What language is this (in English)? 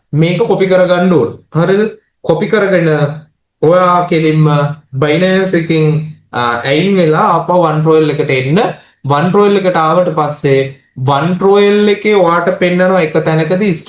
Sinhala